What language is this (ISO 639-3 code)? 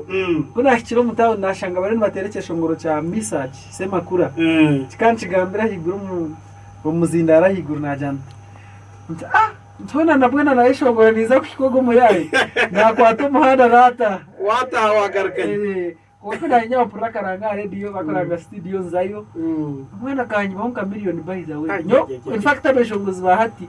nyn